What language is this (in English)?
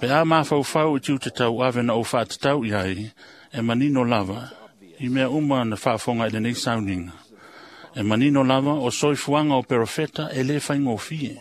Samoan